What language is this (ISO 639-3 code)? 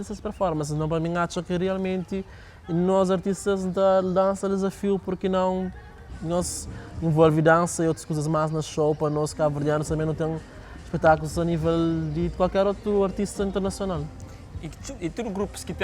kea